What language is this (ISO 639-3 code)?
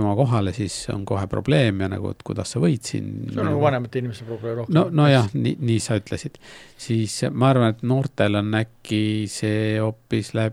est